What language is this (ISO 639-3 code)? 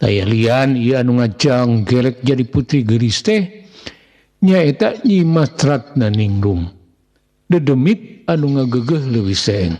sun